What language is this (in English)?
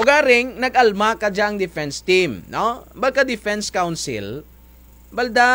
Kinaray-a